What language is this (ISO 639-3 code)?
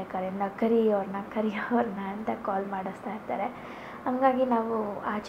kan